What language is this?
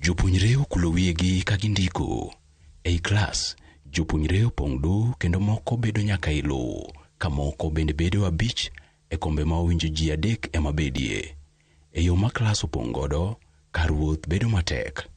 Luo (Kenya and Tanzania)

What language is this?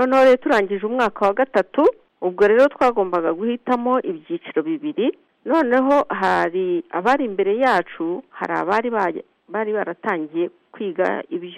Kinyarwanda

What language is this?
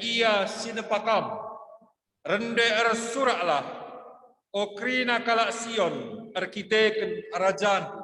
Batak Karo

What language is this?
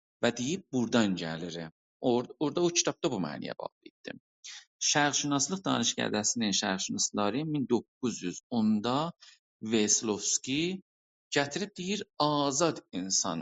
South Azerbaijani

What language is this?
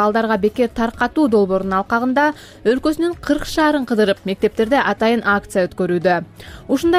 Kyrgyz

